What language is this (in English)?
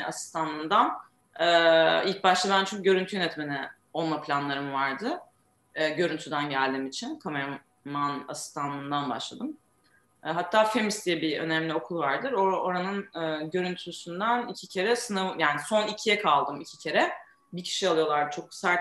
Turkish